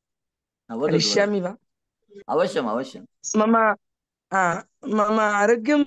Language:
Sanskrit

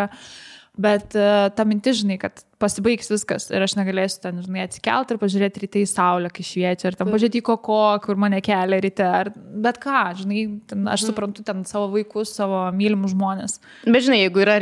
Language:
Lithuanian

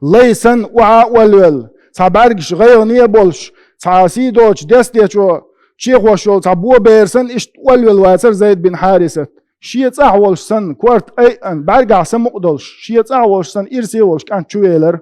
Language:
Chechen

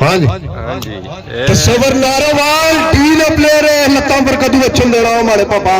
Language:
Pahari-Potwari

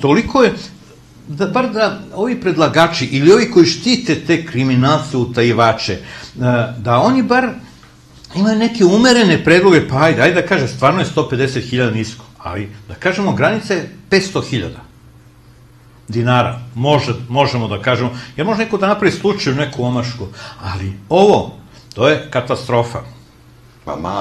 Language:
Serbian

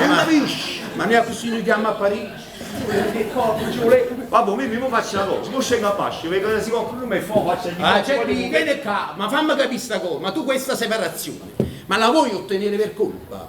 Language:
Neapolitan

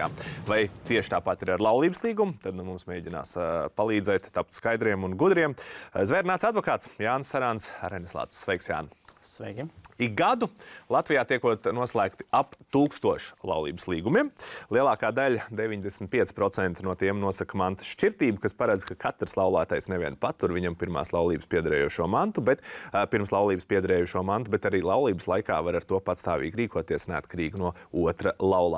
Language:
Latvian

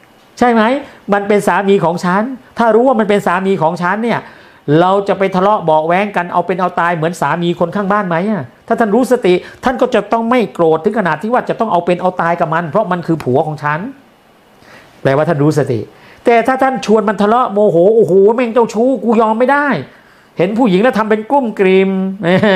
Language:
Thai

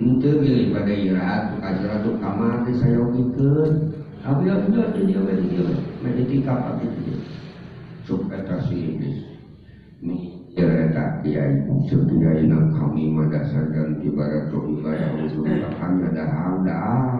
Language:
Sundanese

